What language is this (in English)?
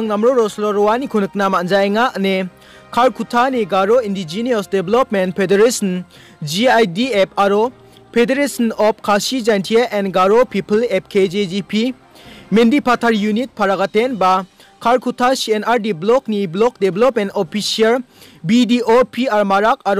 Garo